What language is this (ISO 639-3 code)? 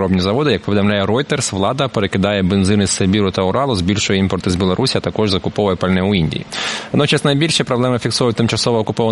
ukr